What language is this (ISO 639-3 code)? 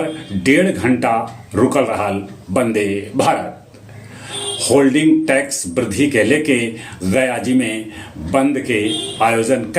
mag